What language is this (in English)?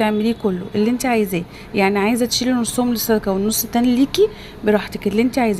Egyptian Arabic